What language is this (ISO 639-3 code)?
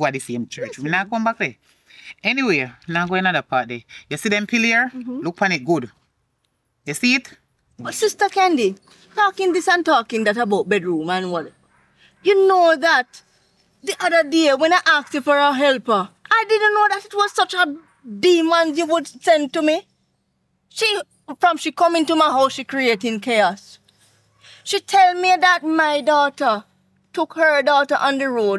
jam